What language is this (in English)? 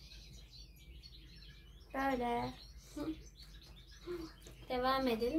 Turkish